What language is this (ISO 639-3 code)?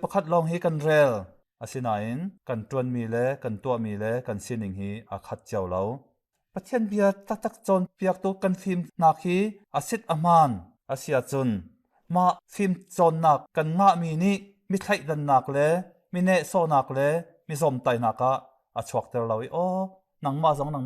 cnh